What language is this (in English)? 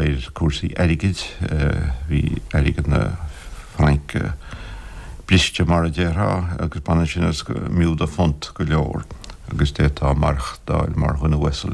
Irish